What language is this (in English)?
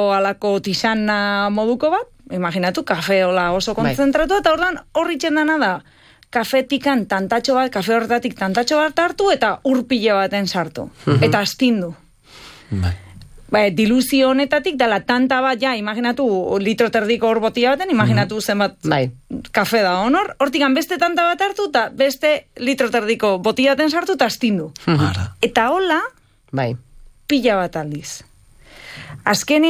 Basque